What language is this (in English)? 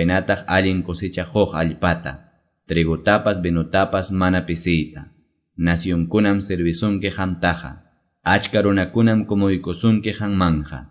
Quechua